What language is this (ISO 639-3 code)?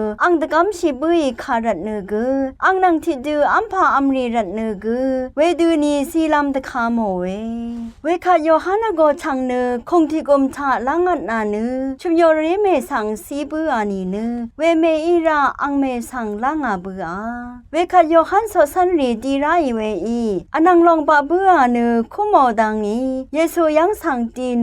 raw